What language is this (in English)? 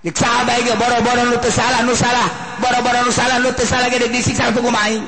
Sundanese